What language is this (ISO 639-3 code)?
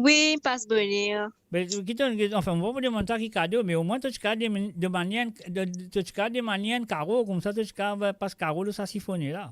mfe